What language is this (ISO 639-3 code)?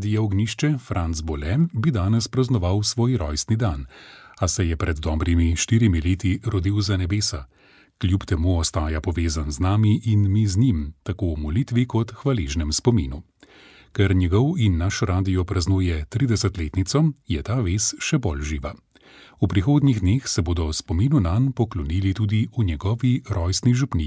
slv